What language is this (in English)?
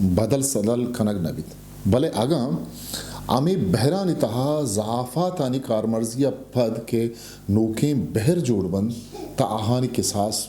Eastern Balochi